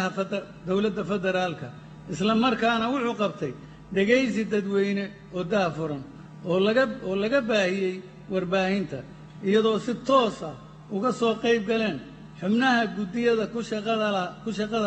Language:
Somali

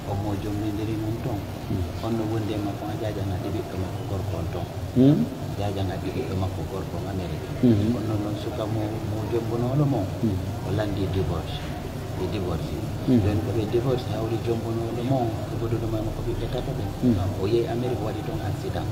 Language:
Pular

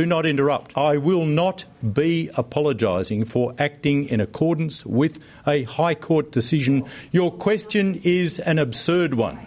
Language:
Kurdish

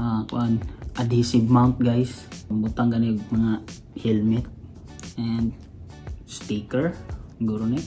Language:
Cebuano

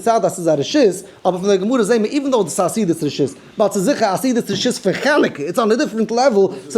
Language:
Yiddish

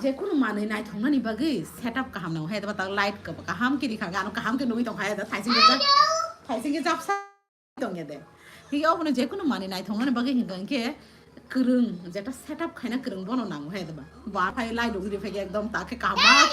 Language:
Kok Borok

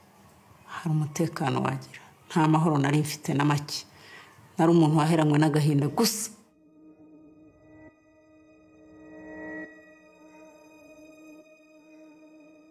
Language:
Kinyarwanda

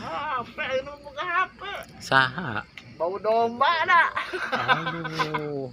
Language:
Sundanese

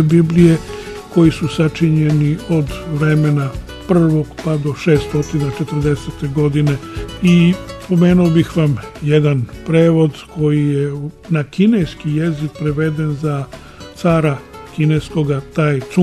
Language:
Serbian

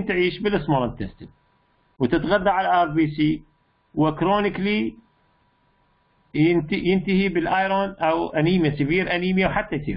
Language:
Mesopotamian Arabic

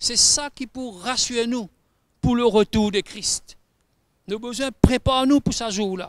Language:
Morisyen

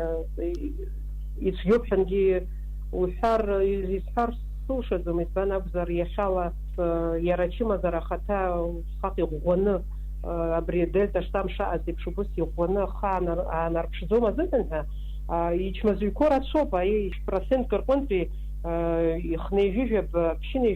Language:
Abkhazian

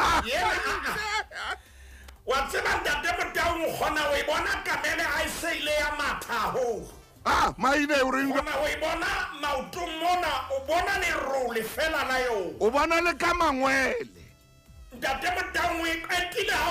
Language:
Southern Sotho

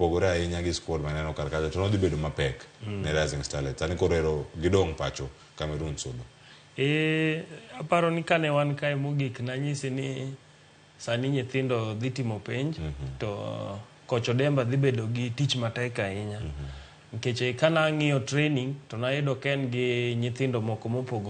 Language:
Luo (Kenya and Tanzania)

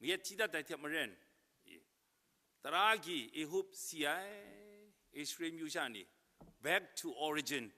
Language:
Kachin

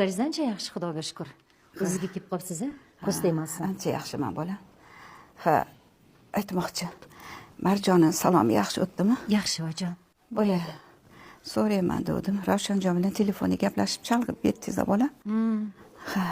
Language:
Uzbek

